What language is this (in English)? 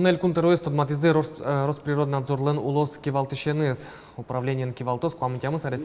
Udmurt